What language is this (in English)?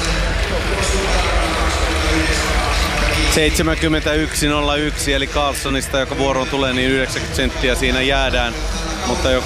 Finnish